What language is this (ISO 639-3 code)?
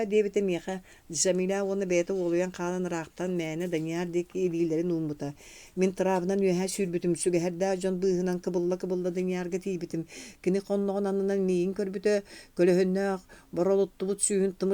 sah